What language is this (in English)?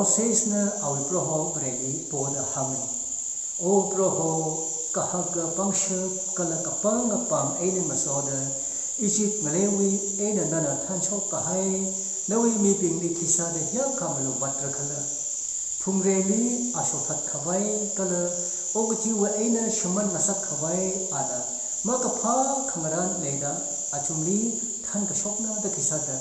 Tangkhul Naga (India)